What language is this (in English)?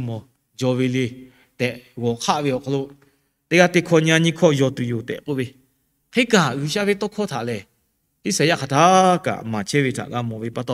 Lahu